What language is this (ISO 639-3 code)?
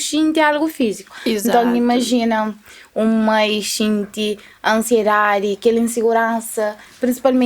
kea